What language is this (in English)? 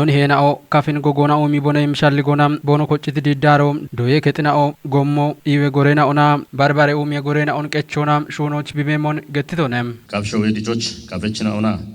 Kafa